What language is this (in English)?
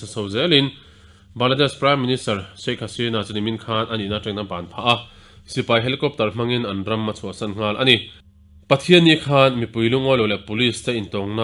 Mizo